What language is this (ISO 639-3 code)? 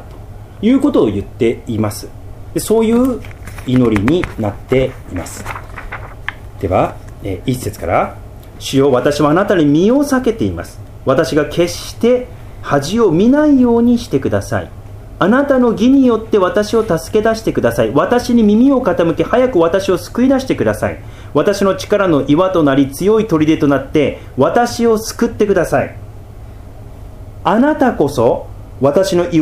jpn